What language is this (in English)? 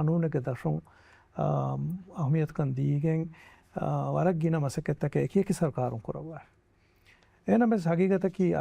Divehi